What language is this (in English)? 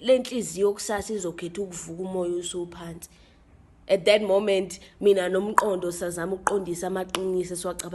Zulu